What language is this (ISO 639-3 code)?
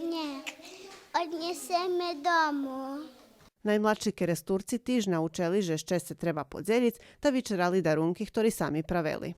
rue